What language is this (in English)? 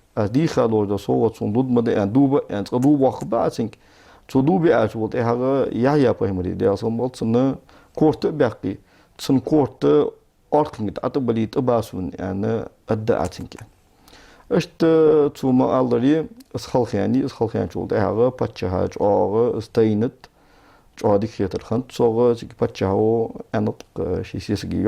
Ingush